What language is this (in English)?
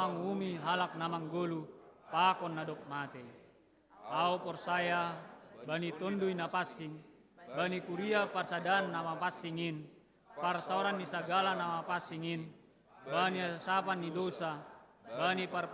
Batak Simalungun